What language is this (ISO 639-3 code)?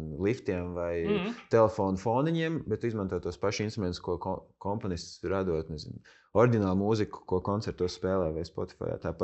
lav